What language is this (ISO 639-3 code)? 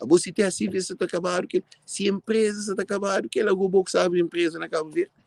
kea